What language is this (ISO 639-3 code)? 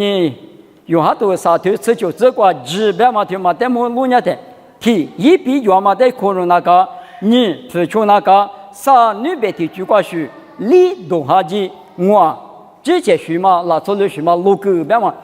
lis